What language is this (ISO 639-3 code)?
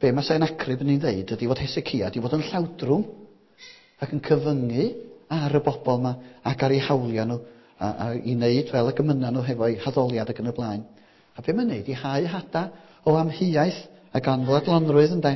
cym